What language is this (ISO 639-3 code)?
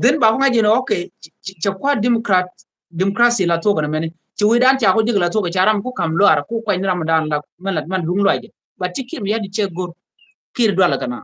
nus